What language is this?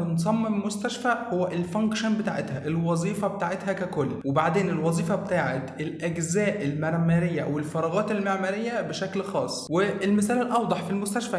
Egyptian Arabic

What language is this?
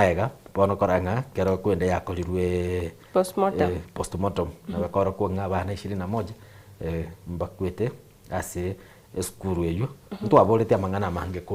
Gusii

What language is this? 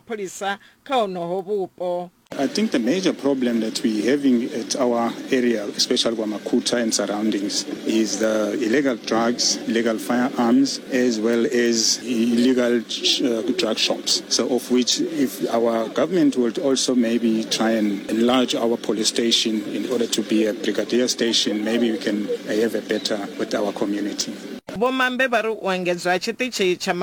Venda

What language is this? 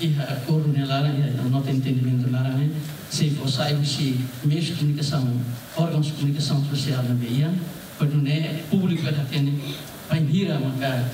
Tetum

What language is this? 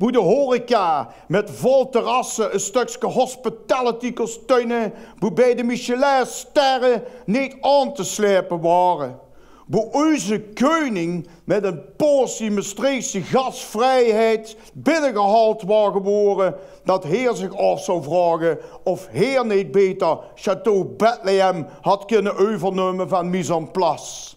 Limburgish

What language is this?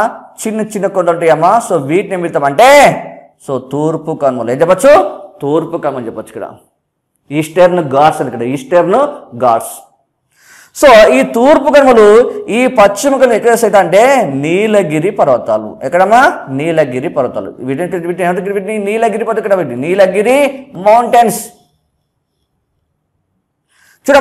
Telugu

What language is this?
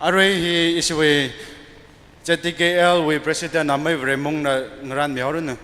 Tangkhul Naga (India)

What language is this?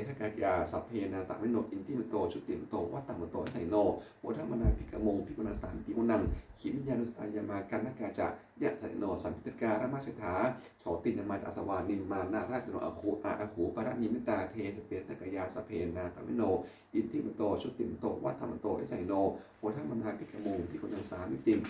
Pali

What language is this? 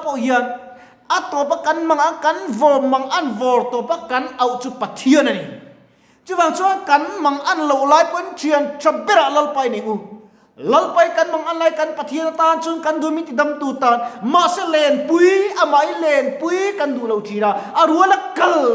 Mizo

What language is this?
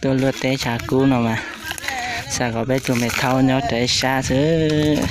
Hmong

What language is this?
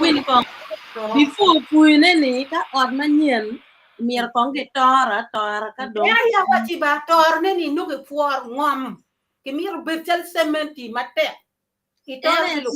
Acoli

